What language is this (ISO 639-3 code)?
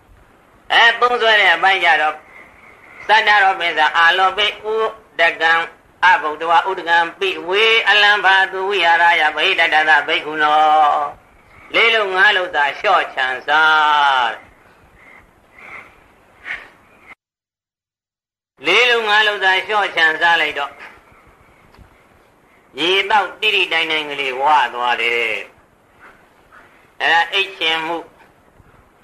mya